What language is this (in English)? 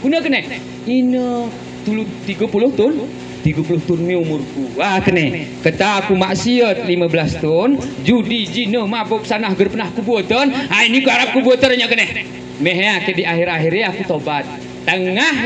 Gayo